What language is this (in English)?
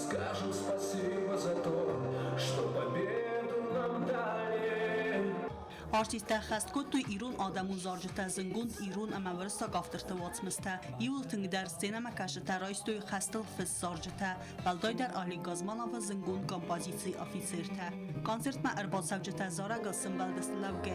Ossetic